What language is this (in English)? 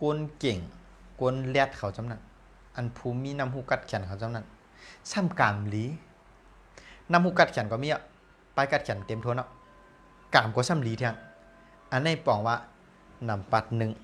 Shan